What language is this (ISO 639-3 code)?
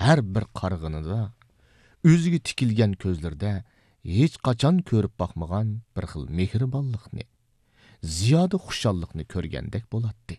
uig